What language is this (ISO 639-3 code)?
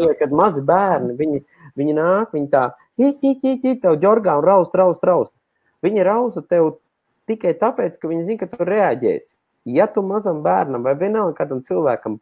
lav